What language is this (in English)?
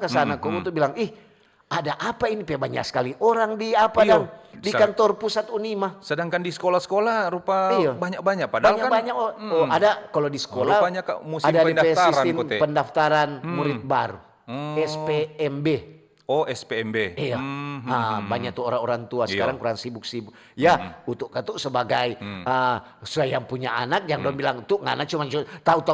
Manado Malay